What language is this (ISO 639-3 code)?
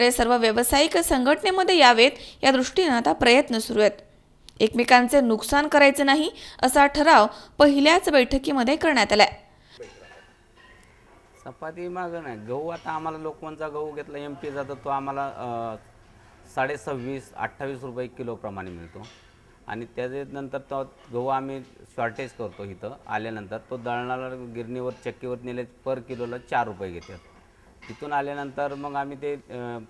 mar